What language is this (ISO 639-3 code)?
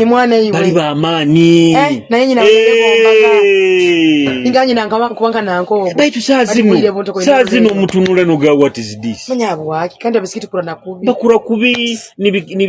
nyo